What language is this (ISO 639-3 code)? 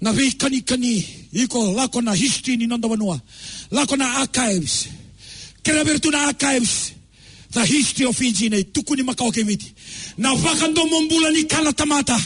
fij